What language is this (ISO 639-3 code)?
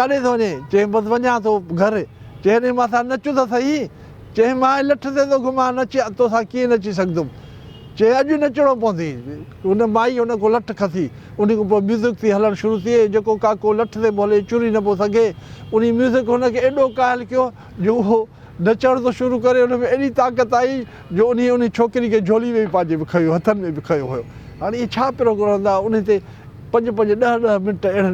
snd